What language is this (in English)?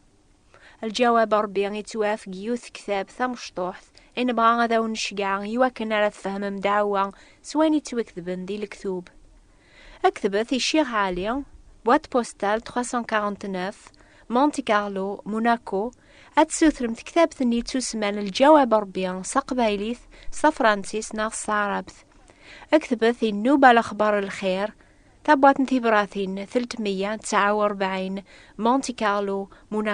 Kabyle